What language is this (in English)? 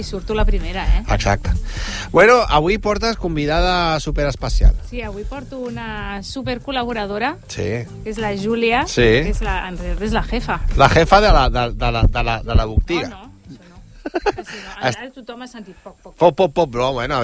Catalan